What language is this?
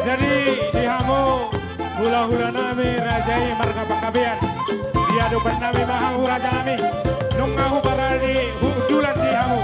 Batak Toba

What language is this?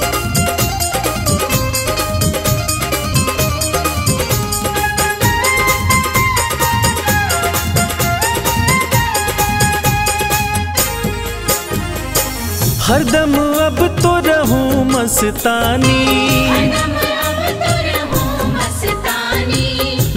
Hindi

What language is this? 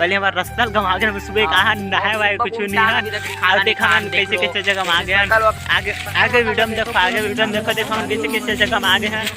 Chhattisgarhi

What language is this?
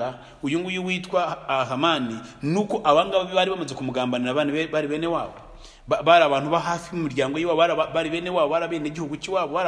Kinyarwanda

